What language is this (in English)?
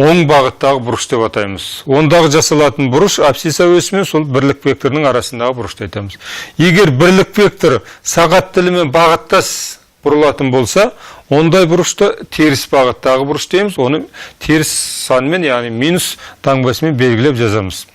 Kazakh